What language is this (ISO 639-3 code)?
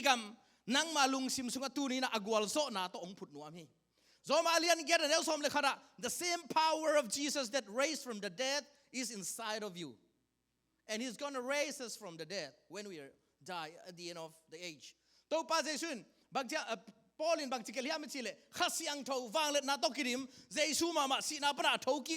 ctd